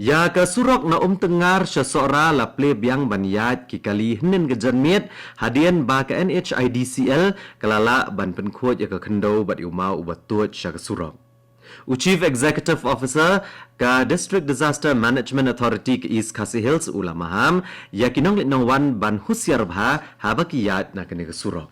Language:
Khasi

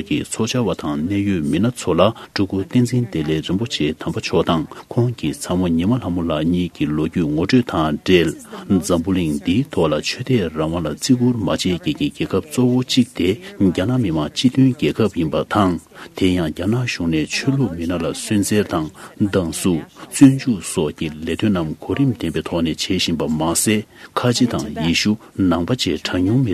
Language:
Tibetan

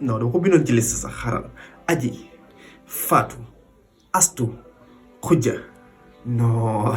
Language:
Wolof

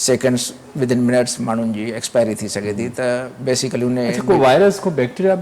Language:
Sindhi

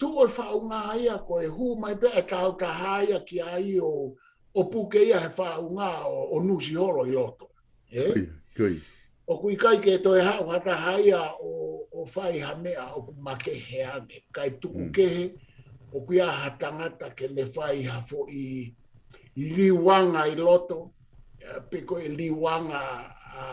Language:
Tongan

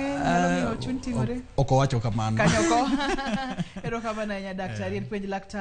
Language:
Luo (Kenya and Tanzania)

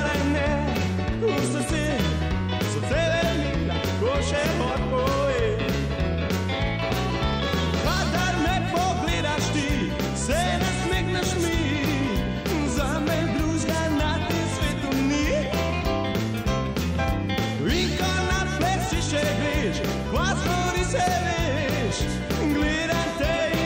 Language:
Slovenian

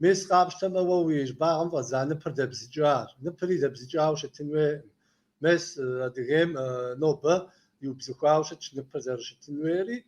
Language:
Kabardian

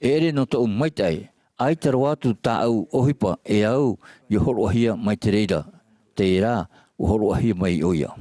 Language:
Tahitian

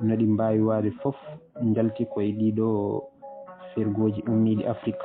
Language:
Fula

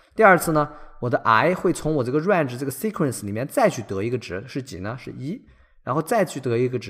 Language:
Chinese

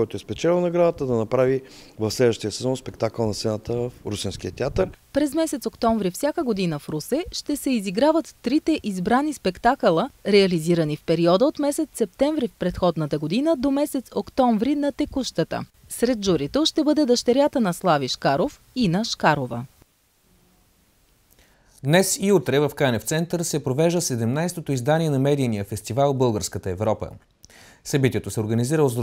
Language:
Bulgarian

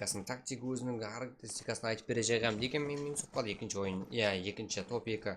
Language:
Kara-Kalpak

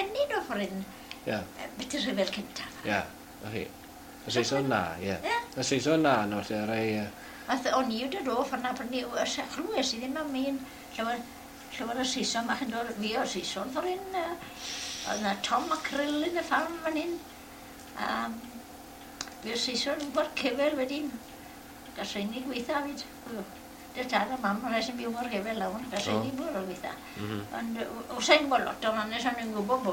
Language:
Welsh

